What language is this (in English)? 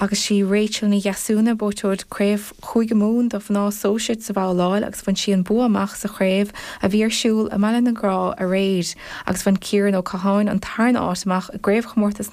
Irish